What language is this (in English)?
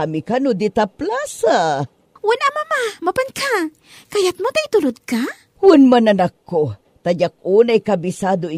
Iloko